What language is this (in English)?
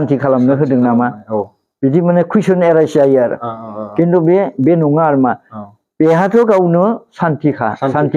Bodo